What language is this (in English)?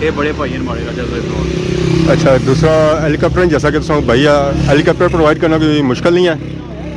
Pahari-Potwari